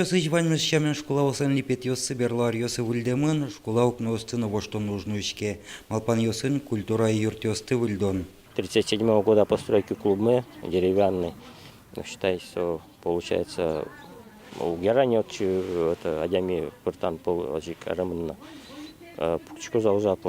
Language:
Udmurt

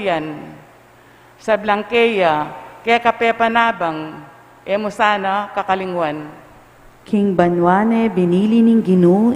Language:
Pampanga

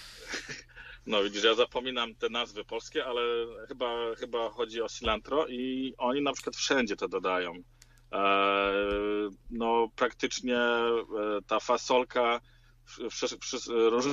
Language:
Polish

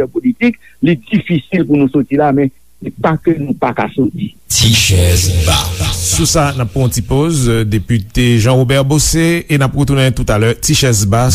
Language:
Haitian Creole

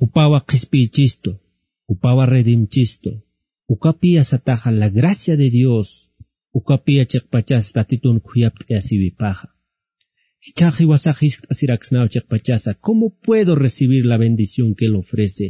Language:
Aymara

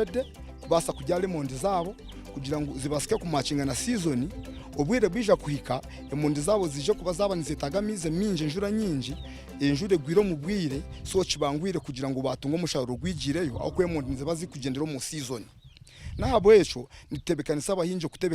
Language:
Nyankole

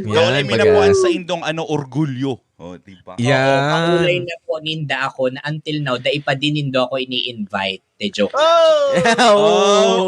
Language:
Bikol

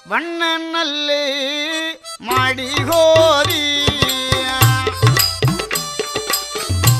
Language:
Tamil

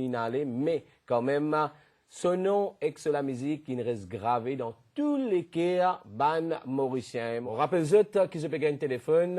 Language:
Morisyen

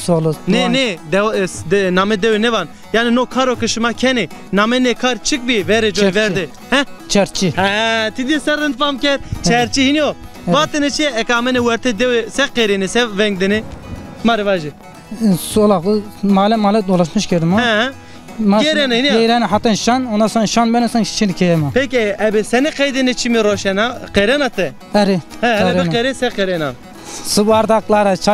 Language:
Zaza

